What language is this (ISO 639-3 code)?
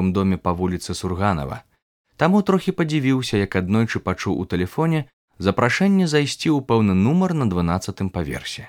bel